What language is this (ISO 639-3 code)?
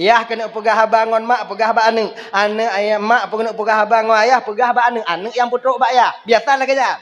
ace